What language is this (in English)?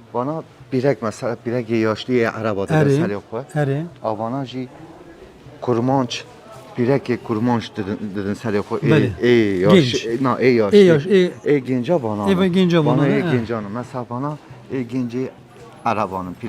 Kurdish